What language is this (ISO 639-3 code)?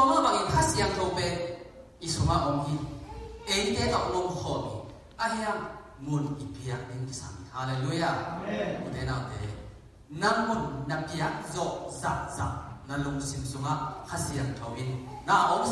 ctd